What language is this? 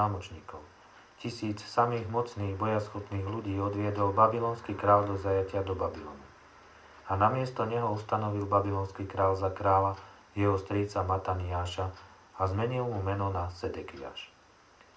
Slovak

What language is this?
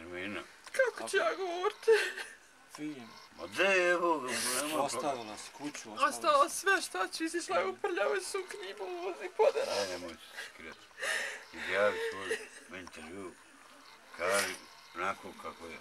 Bosnian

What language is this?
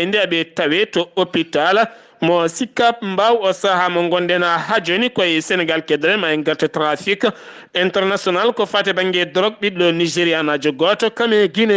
Fula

